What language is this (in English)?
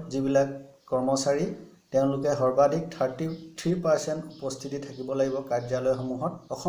Assamese